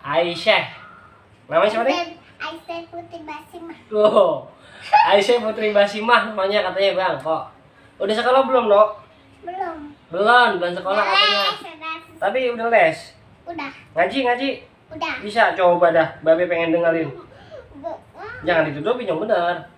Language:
Betawi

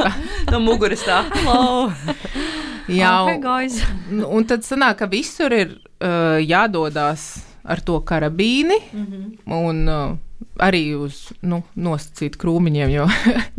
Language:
Latvian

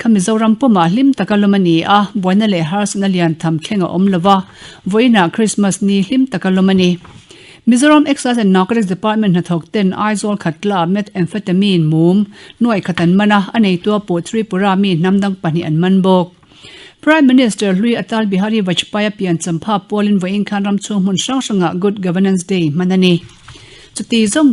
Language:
Mizo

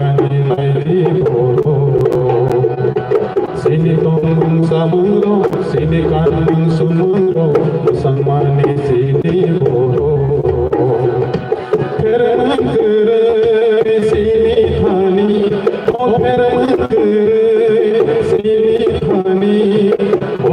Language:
Kok Borok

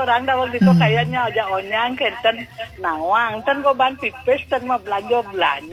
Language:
Balinese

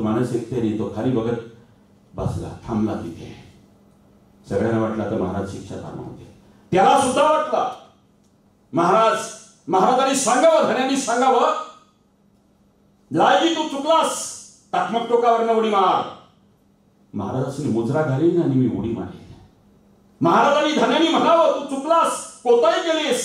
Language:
Marathi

